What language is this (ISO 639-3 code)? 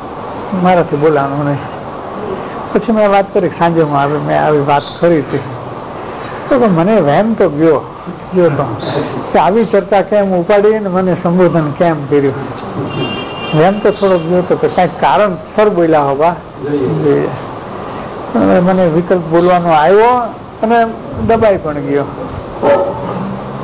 guj